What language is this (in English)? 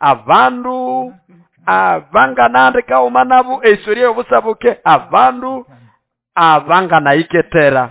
Nande